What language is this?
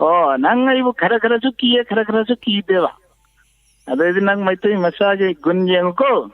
Manipuri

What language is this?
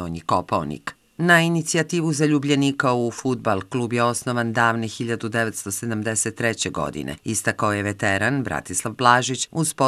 Serbian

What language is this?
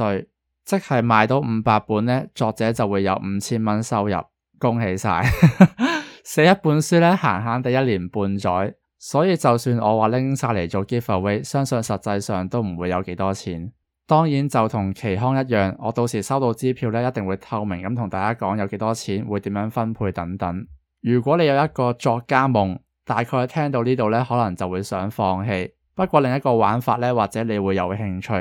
Cantonese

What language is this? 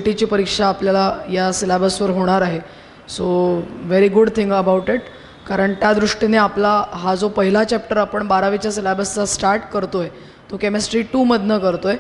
Marathi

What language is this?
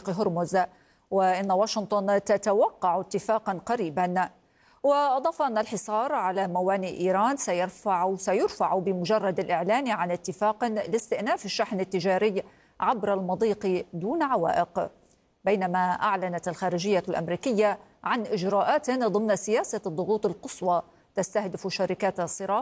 Arabic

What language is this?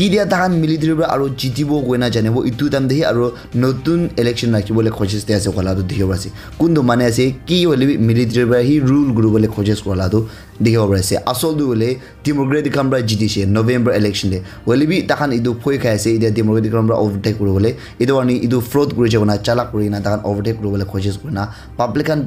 Naga Pidgin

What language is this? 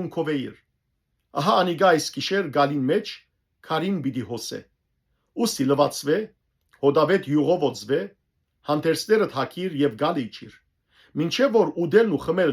Western Armenian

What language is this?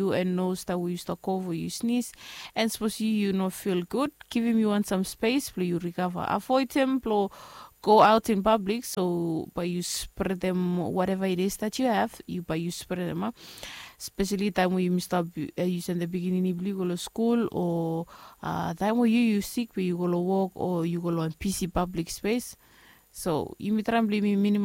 Bislama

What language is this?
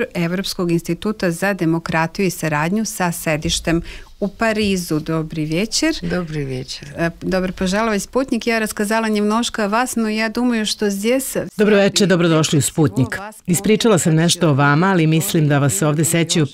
Serbian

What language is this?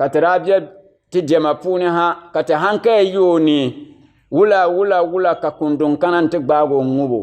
Dagbani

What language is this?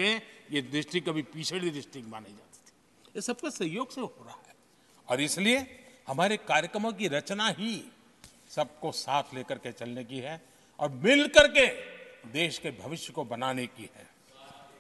Hindi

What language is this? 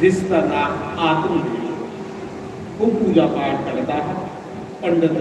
Dogri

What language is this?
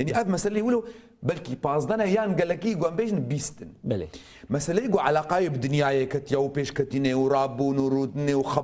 Kurdish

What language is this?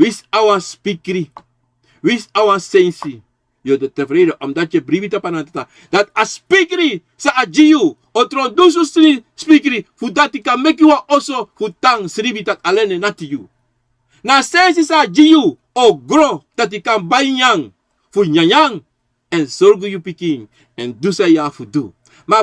Sranan Tongo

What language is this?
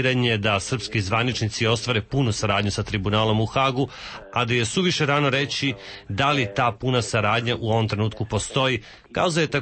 Serbian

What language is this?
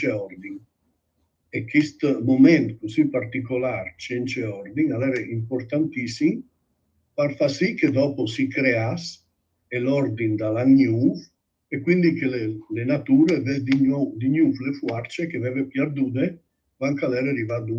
Friulian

